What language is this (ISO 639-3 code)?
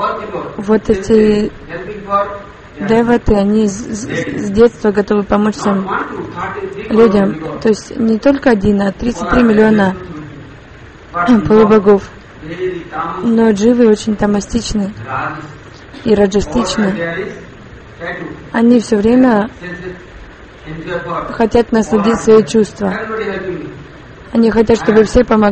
rus